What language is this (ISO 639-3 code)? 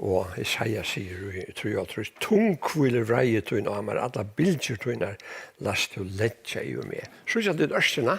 fao